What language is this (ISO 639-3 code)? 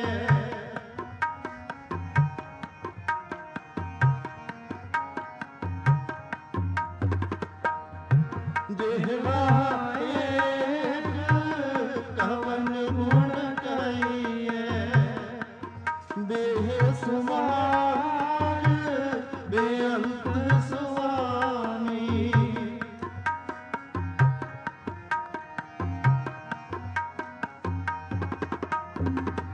pan